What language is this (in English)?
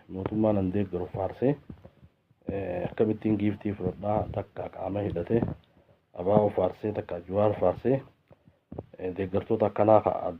Oromo